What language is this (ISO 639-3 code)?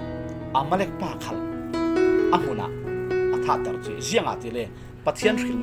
cfm